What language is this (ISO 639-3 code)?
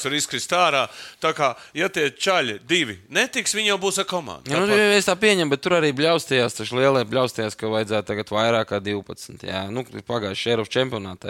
lav